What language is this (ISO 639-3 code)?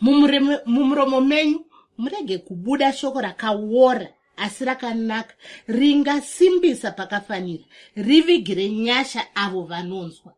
sna